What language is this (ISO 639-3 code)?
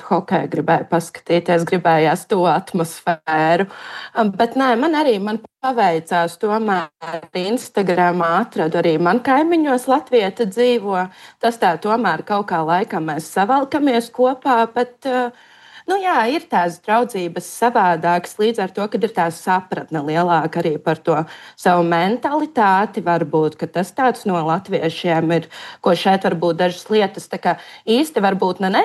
lav